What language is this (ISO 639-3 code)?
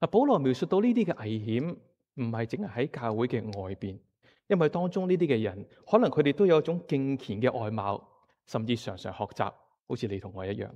yue